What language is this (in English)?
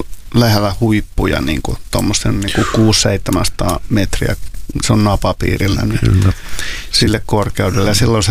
Finnish